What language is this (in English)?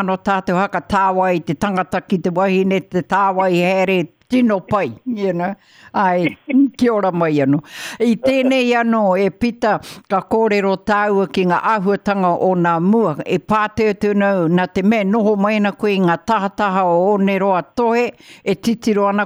Māori